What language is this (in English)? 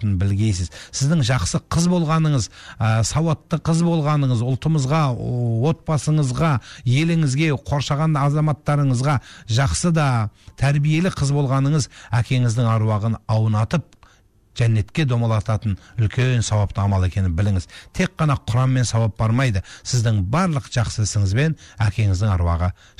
Kazakh